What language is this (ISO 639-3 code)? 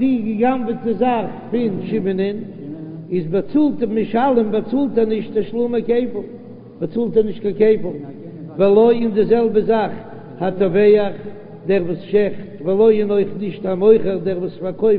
yid